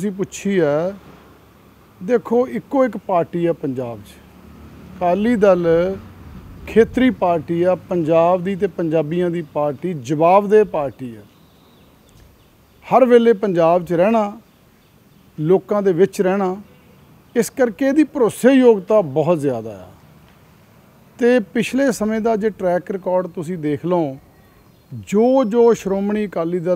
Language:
Punjabi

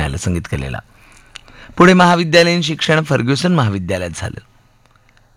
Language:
Marathi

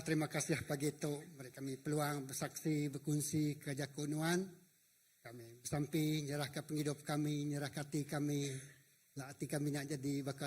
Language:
Iban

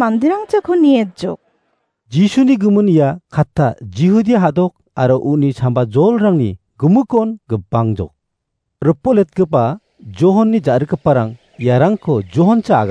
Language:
Garo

